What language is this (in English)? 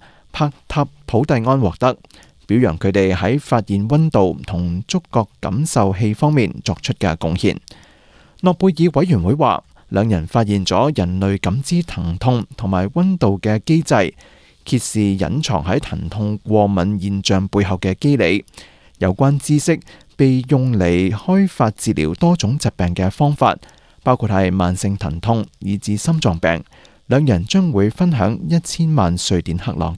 Cantonese